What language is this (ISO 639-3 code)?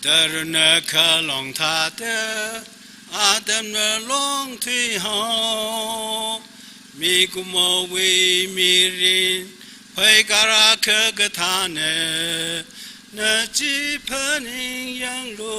nmf